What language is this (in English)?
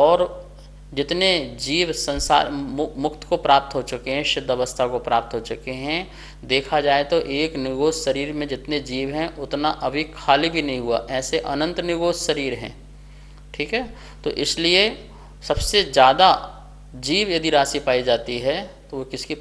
Hindi